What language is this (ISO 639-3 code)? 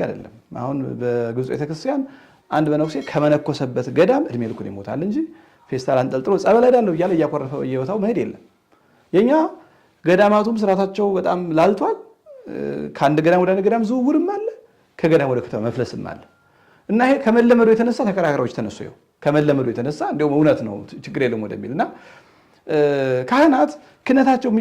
amh